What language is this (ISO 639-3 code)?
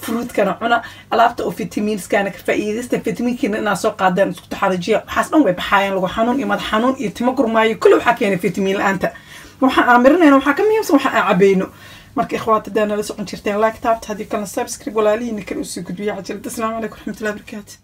som